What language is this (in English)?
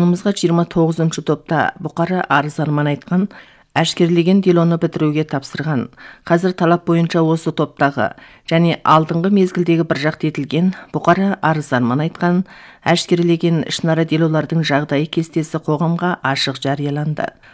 Kazakh